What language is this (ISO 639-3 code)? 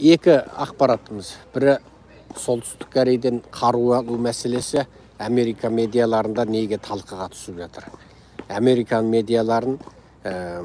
kaz